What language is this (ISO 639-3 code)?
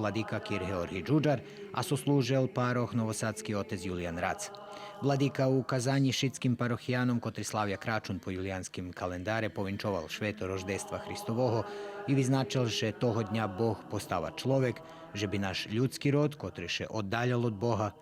rue